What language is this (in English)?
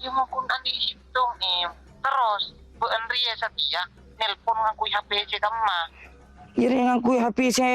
Madurese